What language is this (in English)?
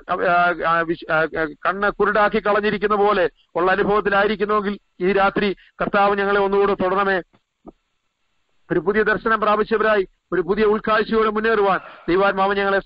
Malayalam